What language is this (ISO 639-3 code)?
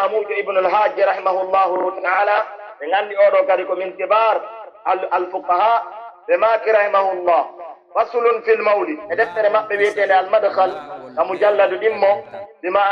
fuf